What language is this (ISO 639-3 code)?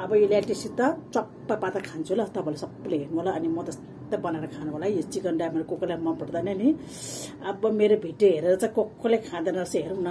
nep